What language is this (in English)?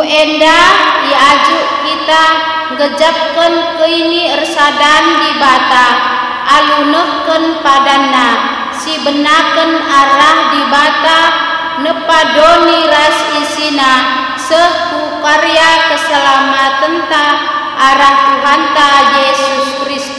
Batak Karo